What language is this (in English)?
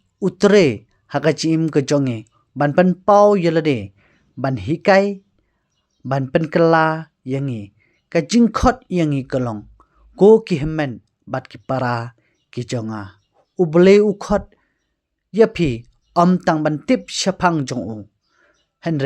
Khasi